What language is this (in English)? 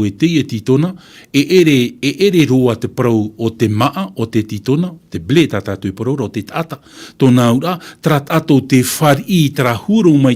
Tahitian